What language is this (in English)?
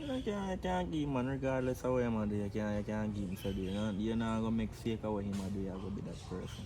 Jamaican Creole English